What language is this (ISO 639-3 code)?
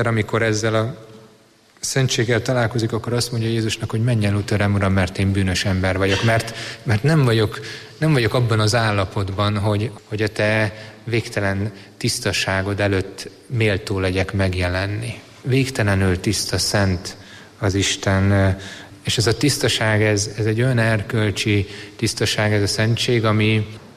hun